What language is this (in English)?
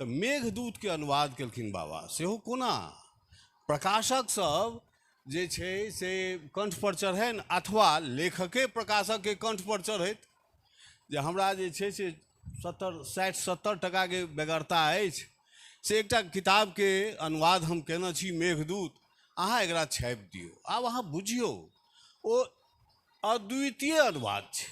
Maithili